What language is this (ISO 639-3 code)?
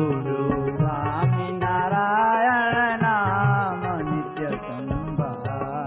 guj